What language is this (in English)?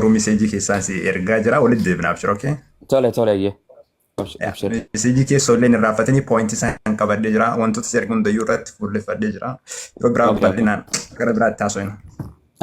Oromo